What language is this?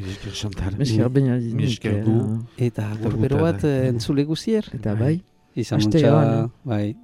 Basque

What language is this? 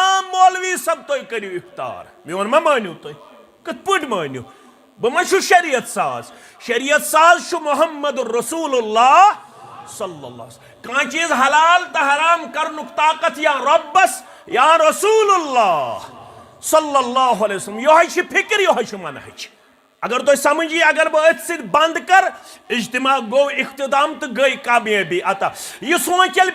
Kashmiri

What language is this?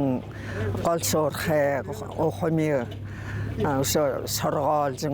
Buriat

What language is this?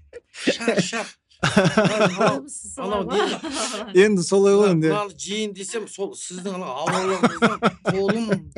Kazakh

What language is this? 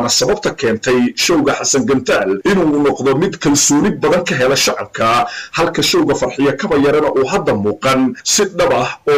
Somali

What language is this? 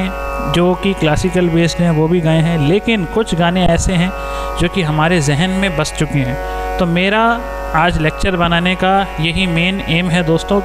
Hindi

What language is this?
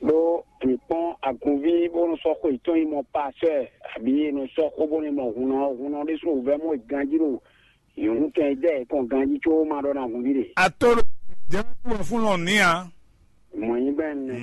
Fon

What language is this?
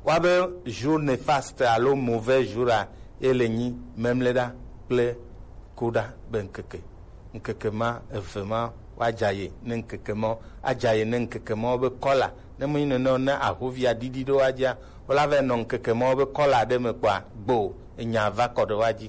Gen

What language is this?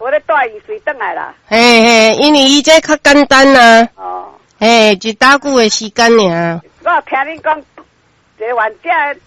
Min Nan Chinese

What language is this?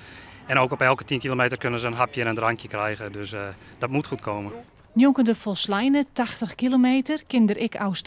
Western Frisian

